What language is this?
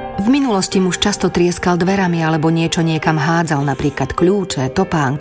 Slovak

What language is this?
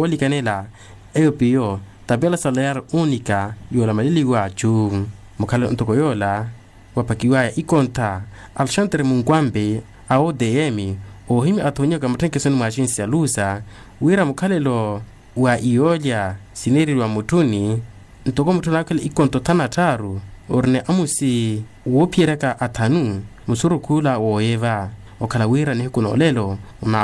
Makhuwa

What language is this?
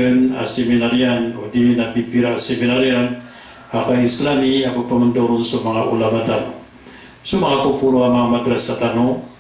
Maranao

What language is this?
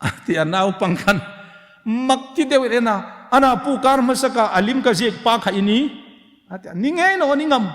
Hmar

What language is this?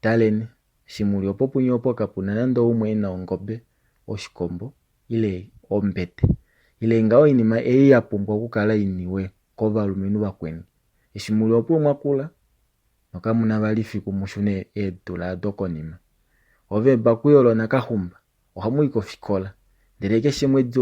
Kuanyama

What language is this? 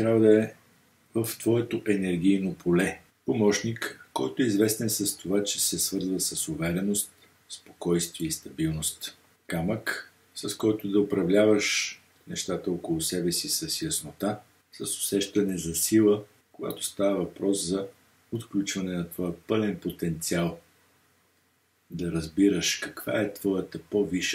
Bulgarian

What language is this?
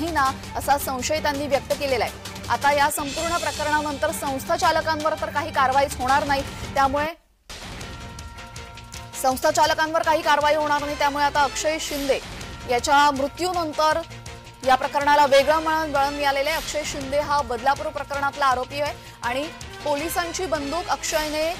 Marathi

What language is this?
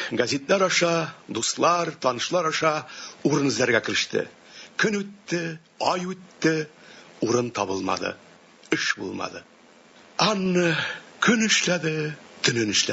Tatar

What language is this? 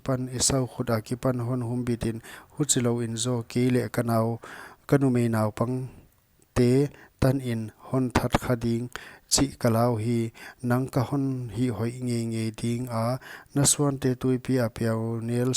Paite Chin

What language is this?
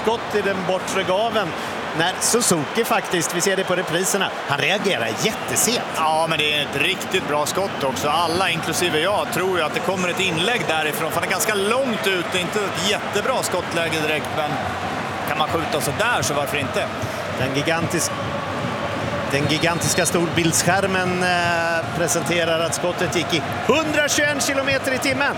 Swedish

